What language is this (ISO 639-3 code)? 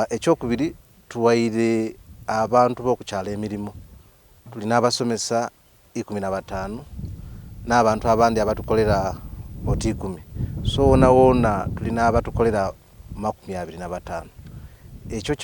xog